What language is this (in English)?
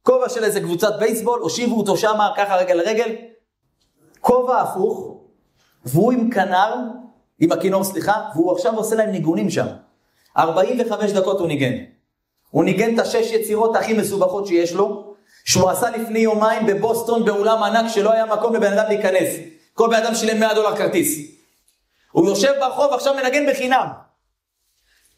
Hebrew